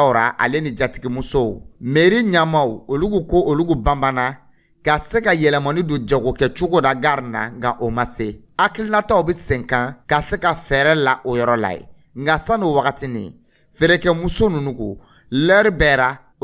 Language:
Dyula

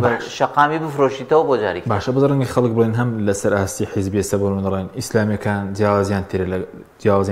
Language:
Central Kurdish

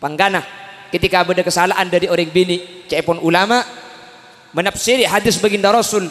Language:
Madurese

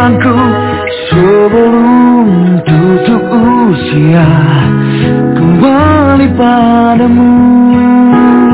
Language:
Indonesian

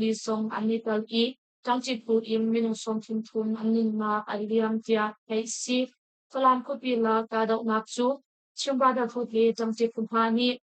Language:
Hakha Chin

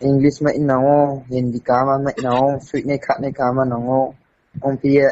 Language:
Riang (India)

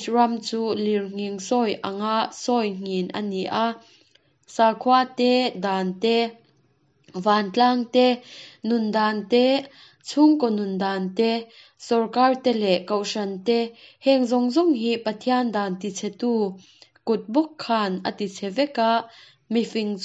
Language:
Mizo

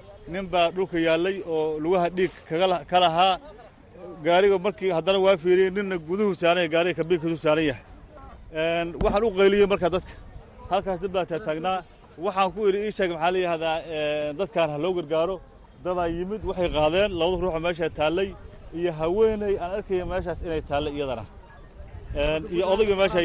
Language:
Somali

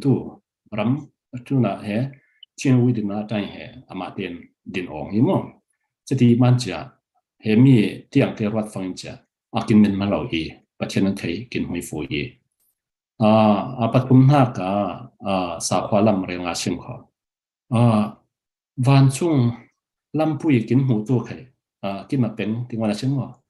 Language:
Falam Chin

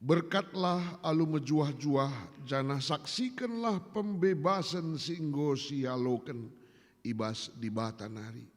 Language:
Batak Karo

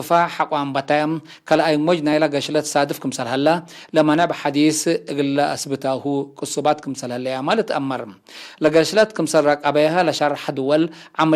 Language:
Tigre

